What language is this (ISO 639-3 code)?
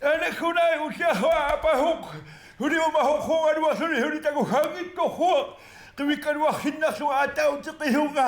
kal